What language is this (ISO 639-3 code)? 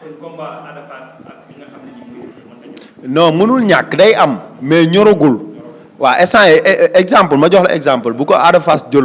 wol